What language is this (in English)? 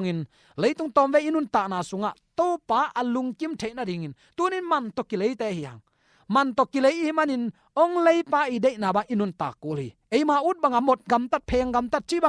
Tedim Chin